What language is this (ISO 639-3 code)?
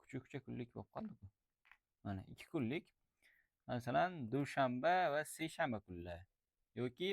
uzb